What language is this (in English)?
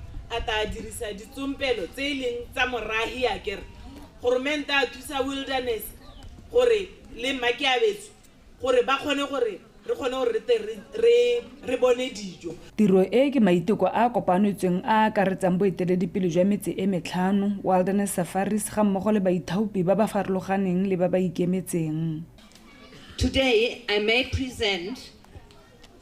Tswana